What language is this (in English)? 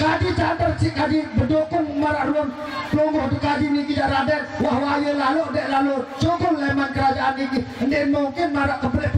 Sasak